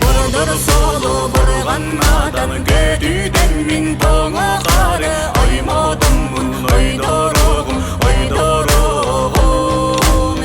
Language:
Yakut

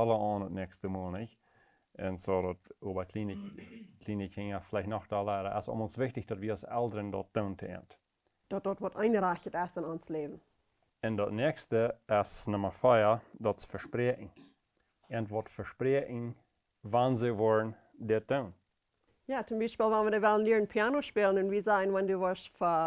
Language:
Plautdietsch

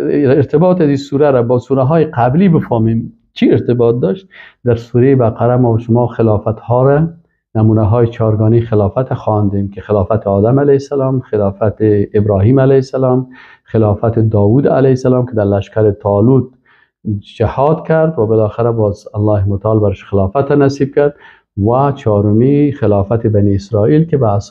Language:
Persian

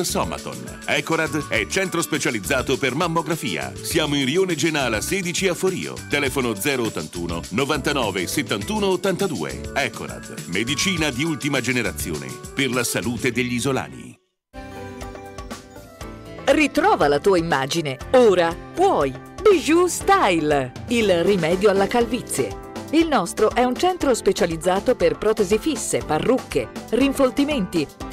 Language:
Italian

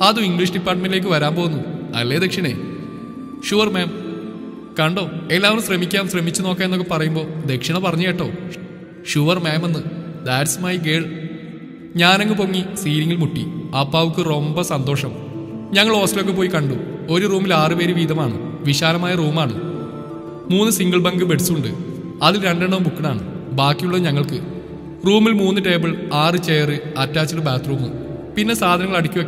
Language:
Malayalam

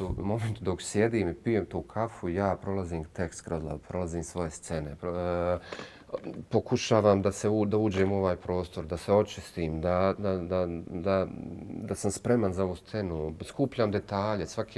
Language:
Bosnian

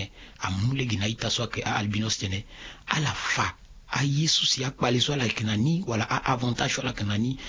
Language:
Sango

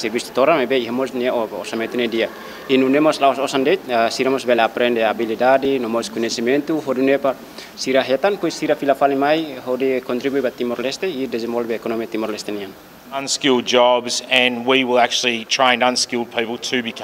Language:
Tetum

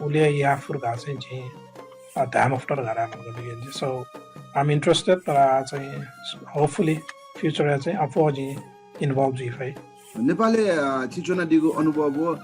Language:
Newari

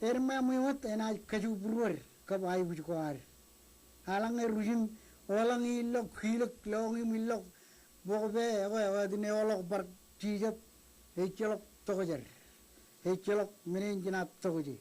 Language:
Marshallese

